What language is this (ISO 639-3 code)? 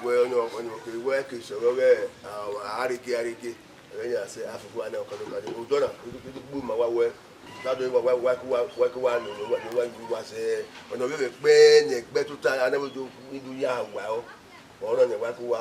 bin